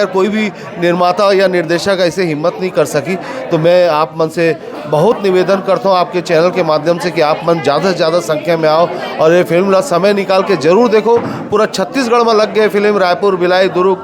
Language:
Chhattisgarhi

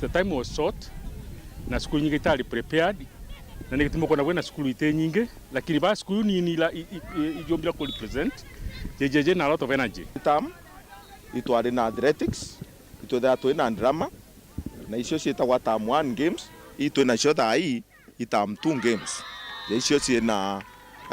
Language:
Meru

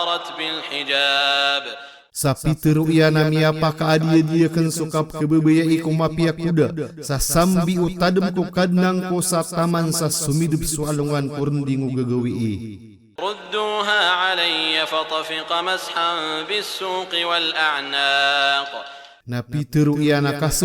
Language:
Maranao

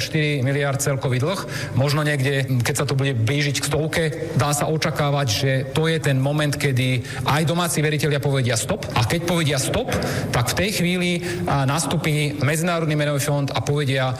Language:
Slovak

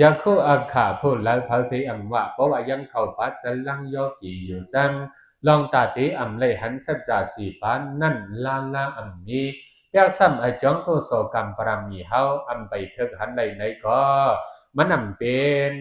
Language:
Shan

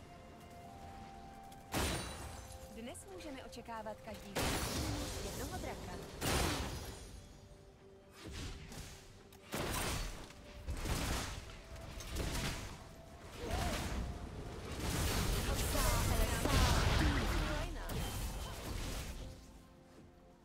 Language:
Czech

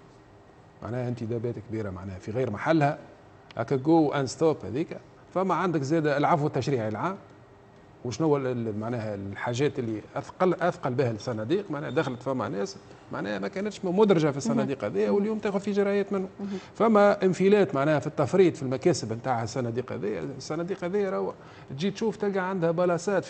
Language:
Tunisian Arabic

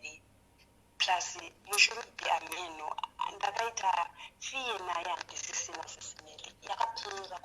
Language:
Shona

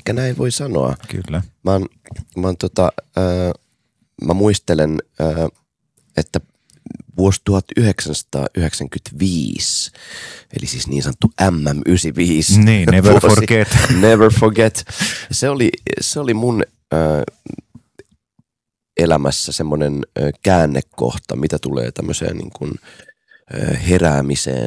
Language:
Finnish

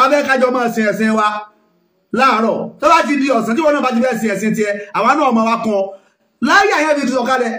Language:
Yoruba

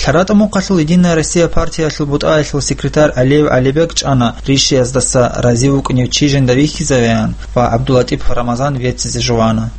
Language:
Avaric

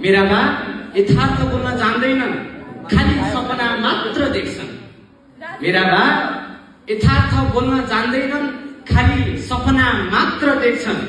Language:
Nepali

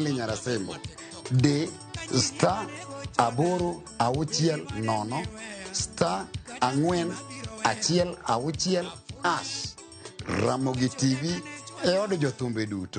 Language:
Luo (Kenya and Tanzania)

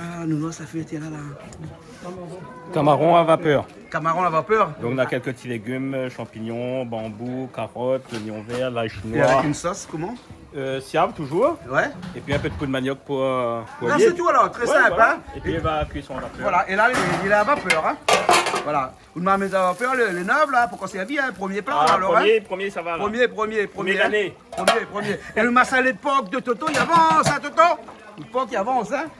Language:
Réunion Creole French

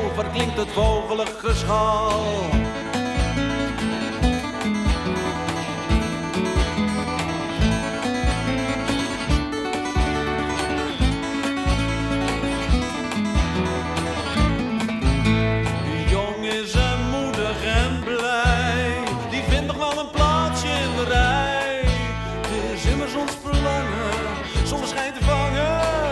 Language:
Dutch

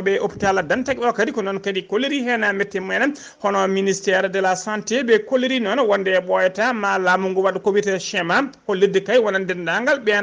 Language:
Fula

